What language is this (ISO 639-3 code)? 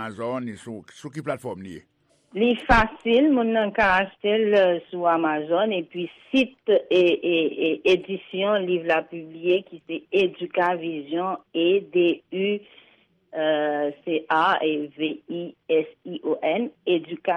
hat